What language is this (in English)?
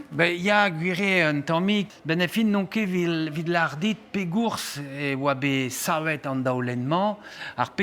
Breton